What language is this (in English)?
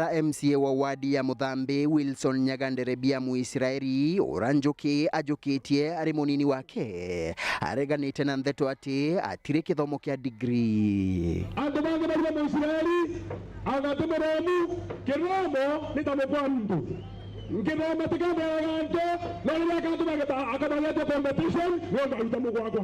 Meru